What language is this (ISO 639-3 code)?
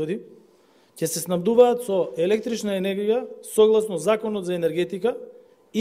mkd